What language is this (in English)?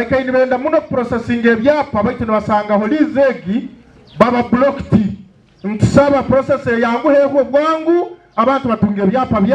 Nyankole